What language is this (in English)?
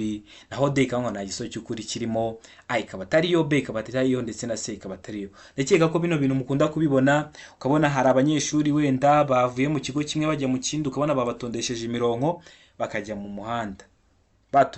Kinyarwanda